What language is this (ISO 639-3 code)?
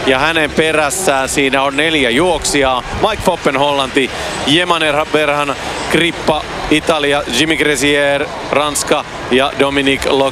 fin